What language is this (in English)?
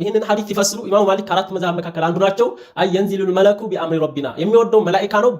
Amharic